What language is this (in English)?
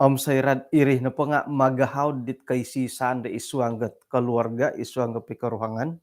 Central Dusun